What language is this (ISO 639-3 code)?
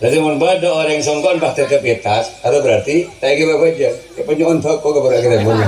mad